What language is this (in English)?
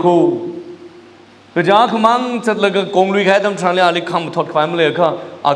Tangkhul Naga (India)